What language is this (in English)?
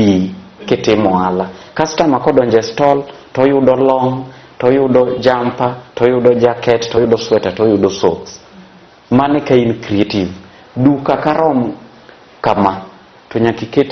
Luo (Kenya and Tanzania)